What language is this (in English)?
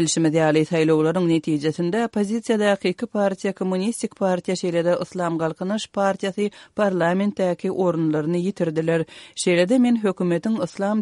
Turkmen